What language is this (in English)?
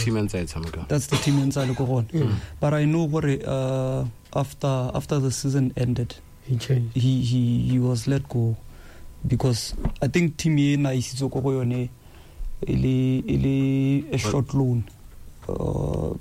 Tswana